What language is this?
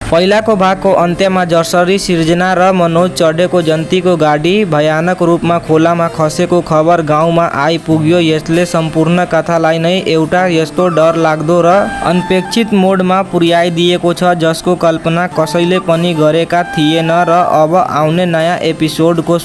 Nepali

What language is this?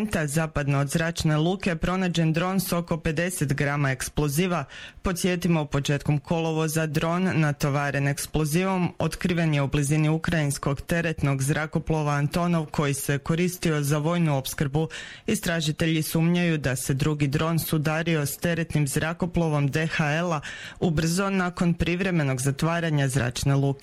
Croatian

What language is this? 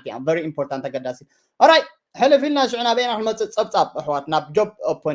Tigrinya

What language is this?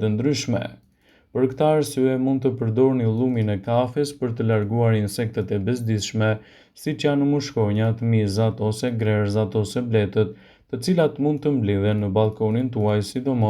Albanian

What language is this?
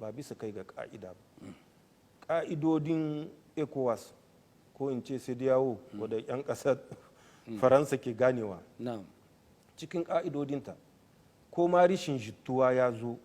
Hausa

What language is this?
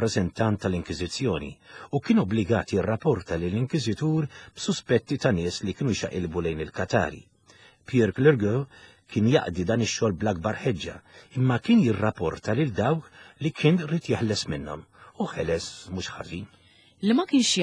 Maltese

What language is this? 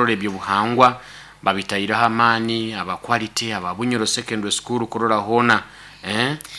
Nyoro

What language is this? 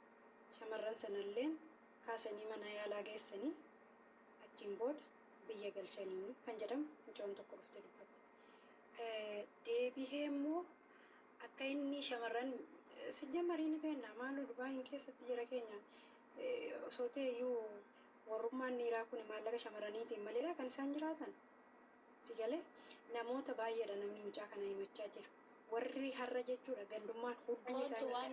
Oromo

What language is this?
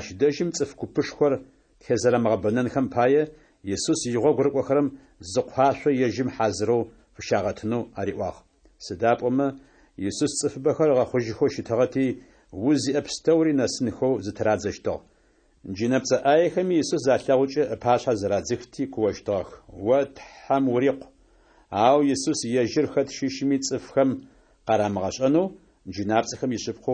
Adyghe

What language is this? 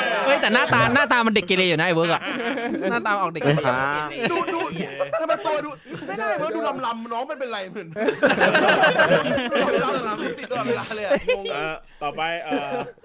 Thai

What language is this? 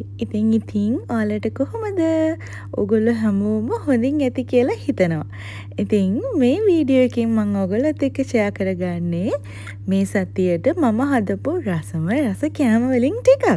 Sinhala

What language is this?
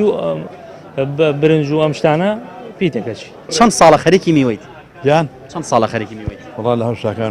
Central Kurdish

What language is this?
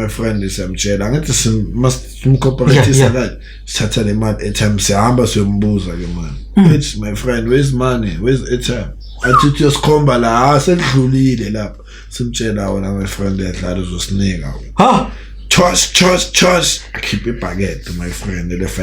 Zulu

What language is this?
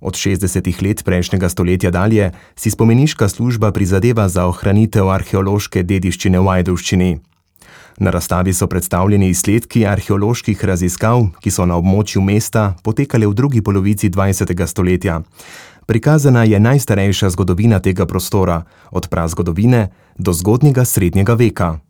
Slovenian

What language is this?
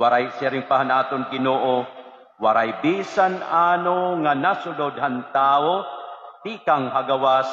Waray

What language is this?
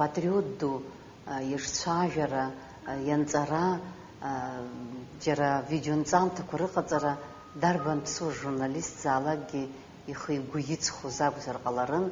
Abkhazian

